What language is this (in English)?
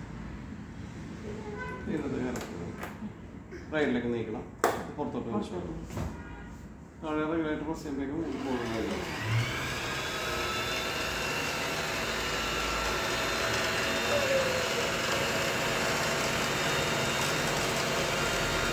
Malayalam